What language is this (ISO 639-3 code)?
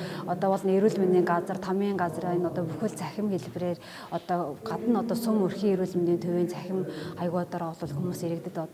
mon